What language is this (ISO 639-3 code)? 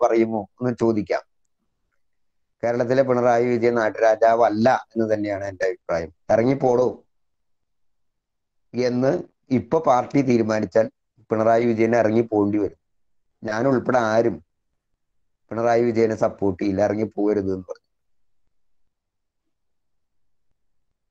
mal